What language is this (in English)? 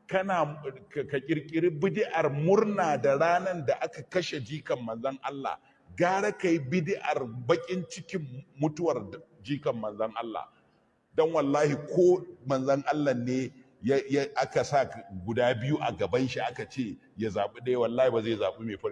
Hausa